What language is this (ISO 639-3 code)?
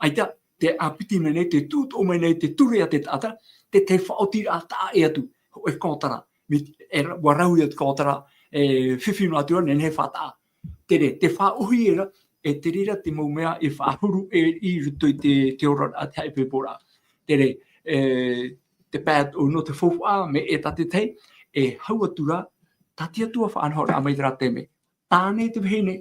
tah